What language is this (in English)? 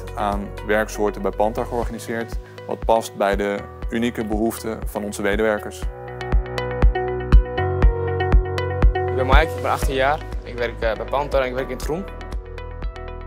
Dutch